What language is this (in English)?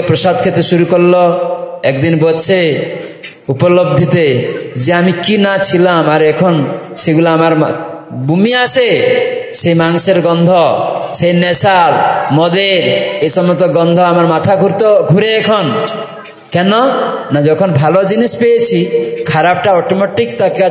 Bangla